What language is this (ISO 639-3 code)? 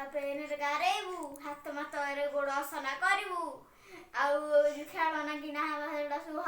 ori